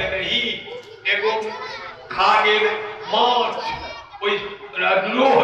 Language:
Maithili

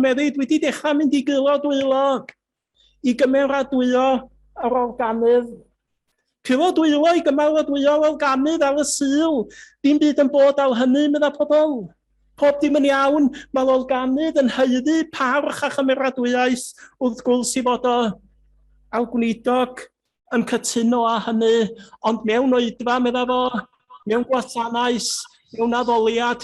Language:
Welsh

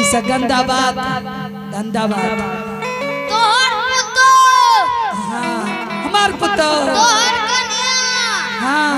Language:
Angika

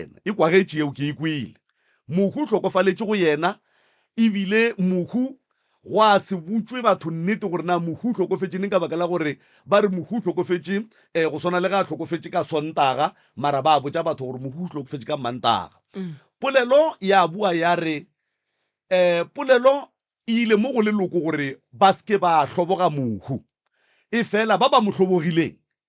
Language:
Northern Sotho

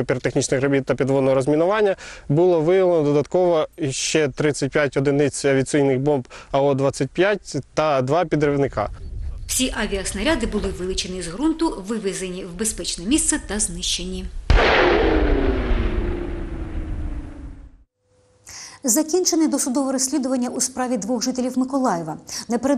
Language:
Ukrainian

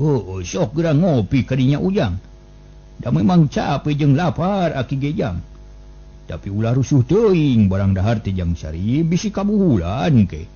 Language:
Sundanese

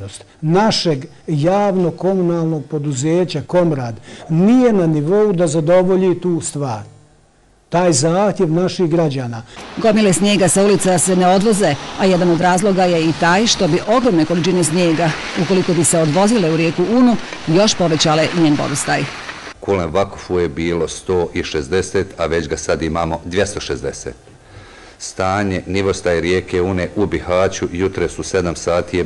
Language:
Bosnian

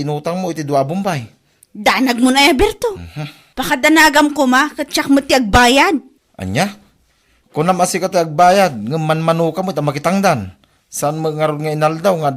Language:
Iloko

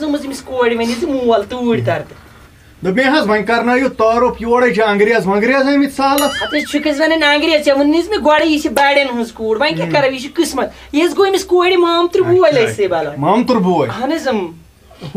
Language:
Kashmiri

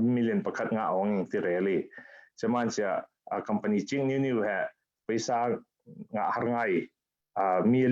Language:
Falam Chin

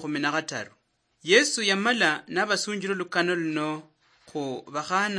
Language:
Luyia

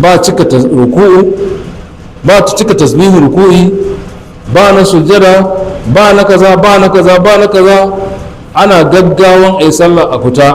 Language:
Hausa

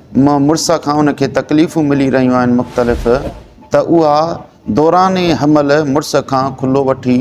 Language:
Sindhi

